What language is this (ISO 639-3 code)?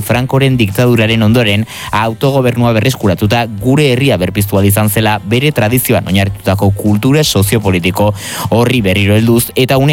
eus